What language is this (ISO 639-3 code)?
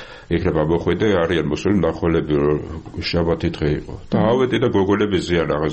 kat